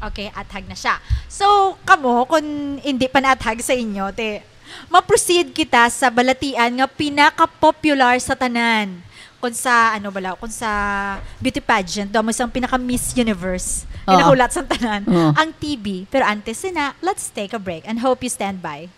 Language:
Hiligaynon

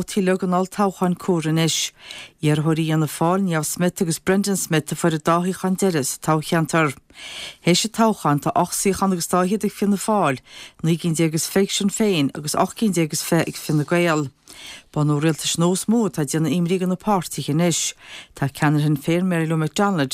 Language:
Irish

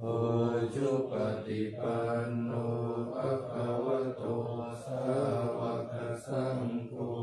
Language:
Pali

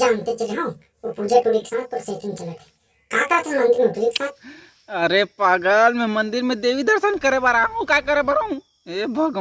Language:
Chhattisgarhi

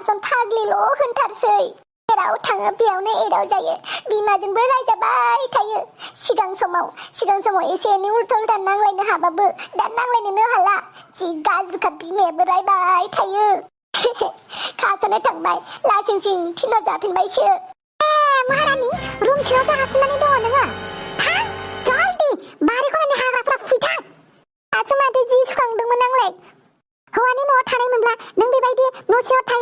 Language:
Bodo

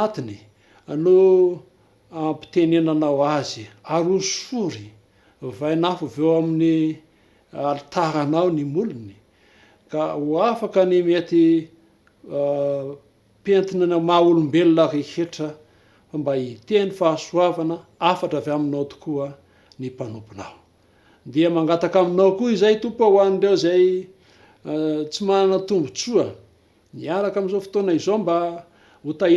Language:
Malagasy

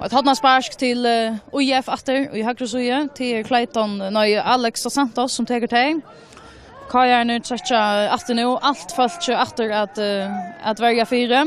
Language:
Faroese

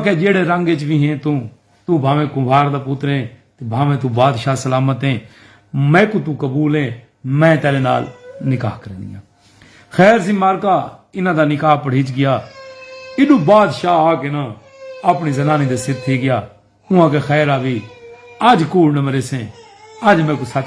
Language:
Saraiki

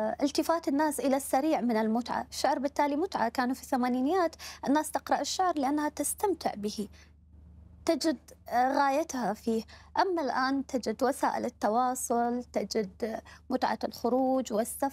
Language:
Mesopotamian Arabic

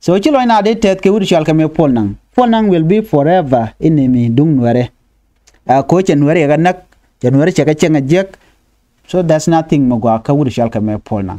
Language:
Nuer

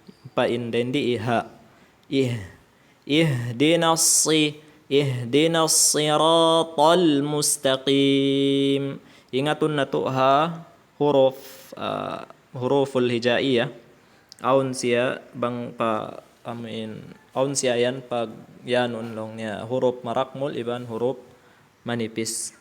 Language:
Tausug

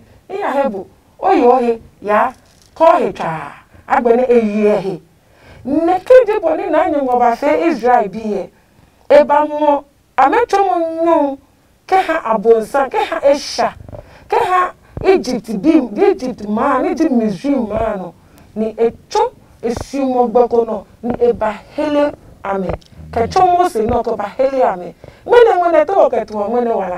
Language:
Adangme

